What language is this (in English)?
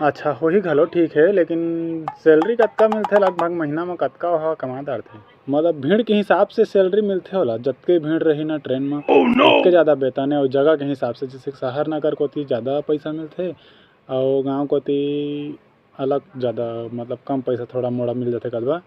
Chhattisgarhi